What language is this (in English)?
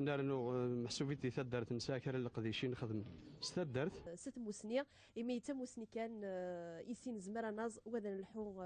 Kabyle